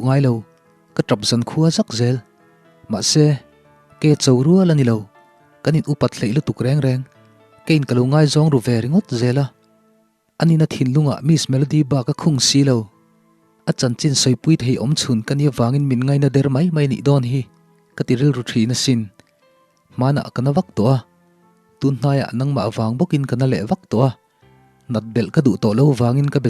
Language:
Mizo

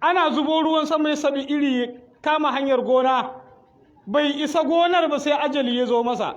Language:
Hausa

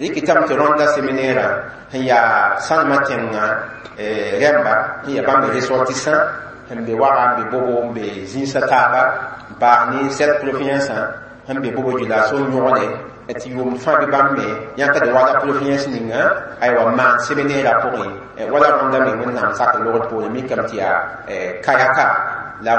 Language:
Mossi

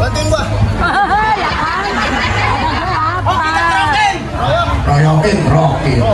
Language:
Betawi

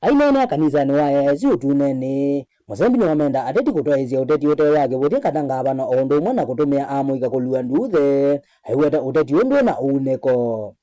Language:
Kamba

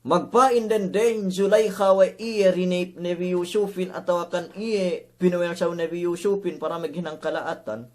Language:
Yakan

